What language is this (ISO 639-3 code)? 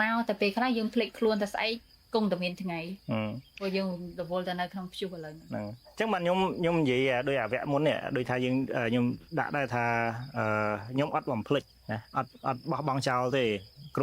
khm